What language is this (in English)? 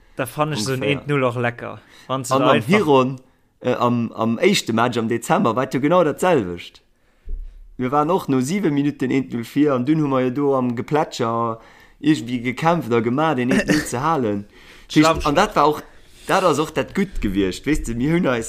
Luxembourgish